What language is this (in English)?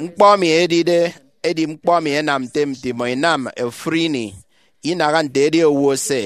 Efik